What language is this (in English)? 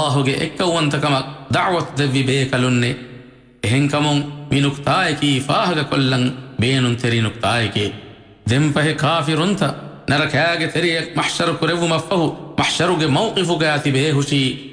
Divehi